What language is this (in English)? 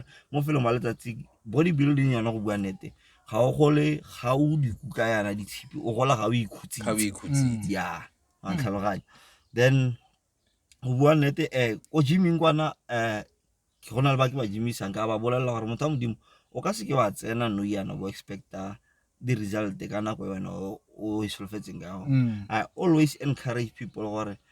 Tswana